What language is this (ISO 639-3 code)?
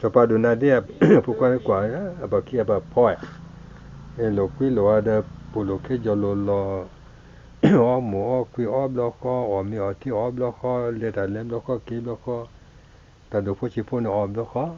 ksw